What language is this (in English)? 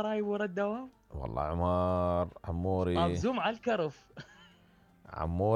Mesopotamian Arabic